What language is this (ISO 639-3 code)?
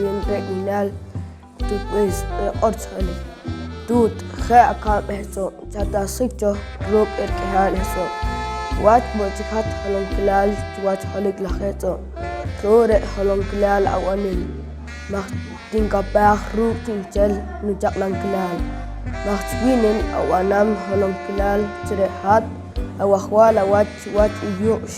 poh